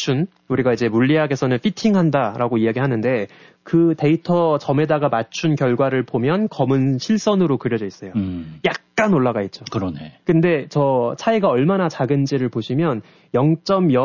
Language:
Korean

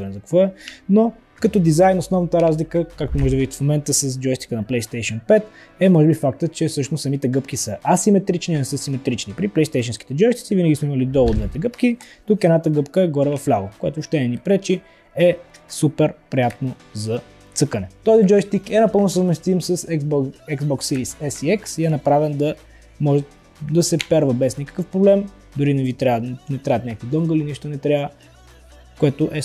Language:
Bulgarian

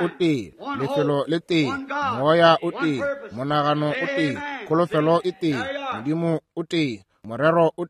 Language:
Northern Sotho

